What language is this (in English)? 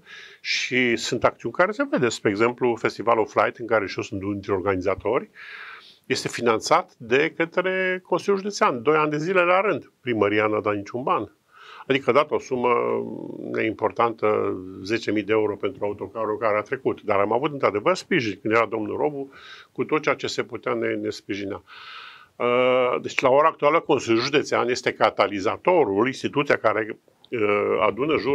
Romanian